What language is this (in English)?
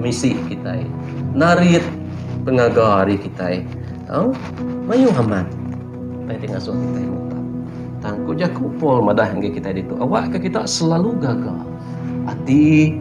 Iban